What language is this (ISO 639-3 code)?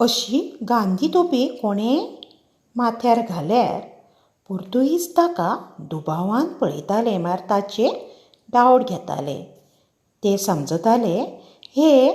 kok